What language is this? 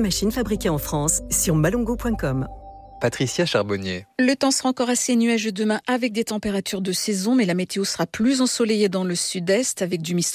French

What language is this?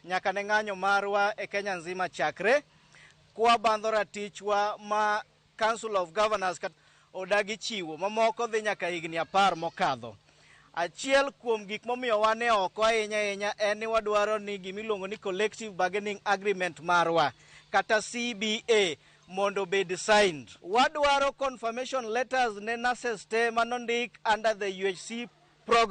Luo (Kenya and Tanzania)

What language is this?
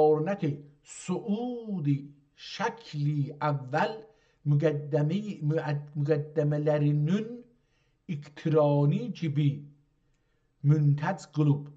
South Azerbaijani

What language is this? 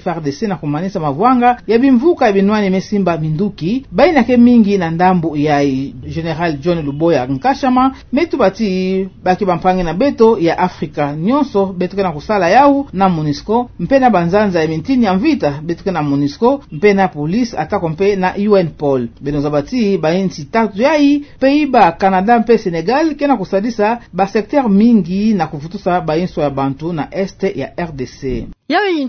Kituba (Democratic Republic of Congo)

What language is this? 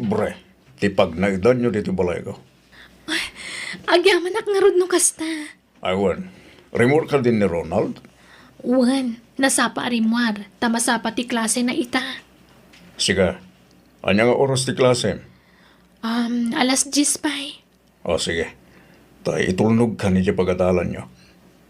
Iloko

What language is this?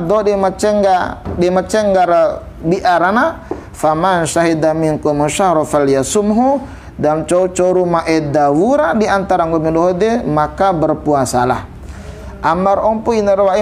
Bima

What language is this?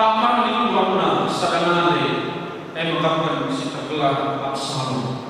Batak Karo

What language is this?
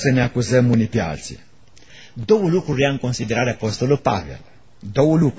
Romanian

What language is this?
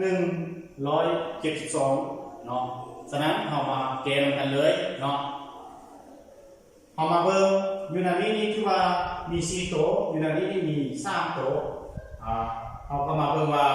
Lao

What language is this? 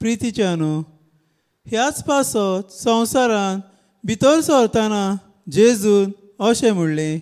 Konkani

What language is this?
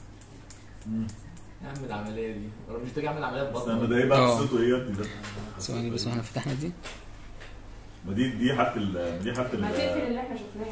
Egyptian Arabic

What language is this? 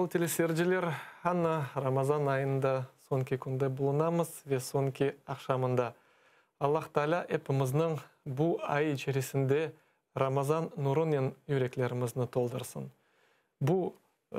Crimean Tatar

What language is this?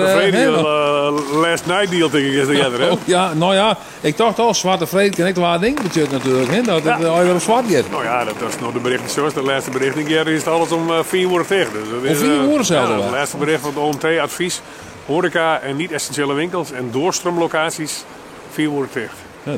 Western Frisian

